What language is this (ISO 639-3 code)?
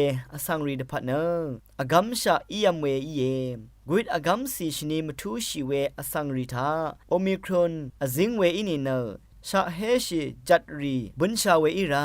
raw